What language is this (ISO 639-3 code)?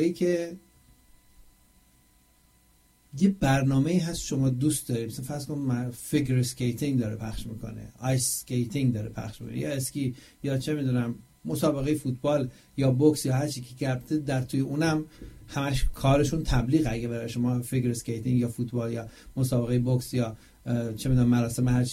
fas